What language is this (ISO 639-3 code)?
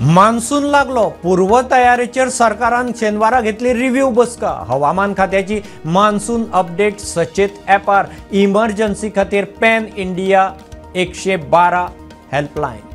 kok